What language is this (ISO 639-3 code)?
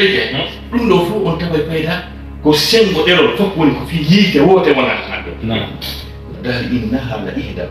ful